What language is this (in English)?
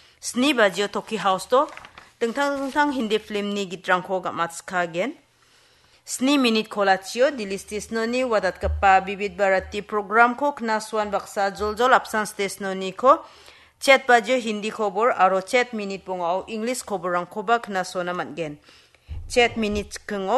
Garo